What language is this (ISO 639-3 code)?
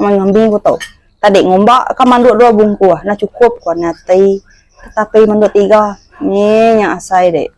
iba